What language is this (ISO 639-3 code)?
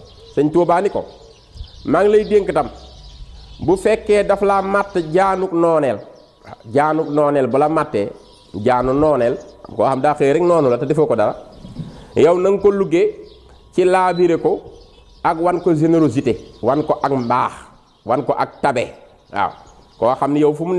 wol